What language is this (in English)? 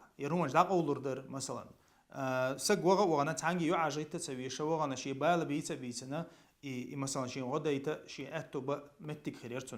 Chechen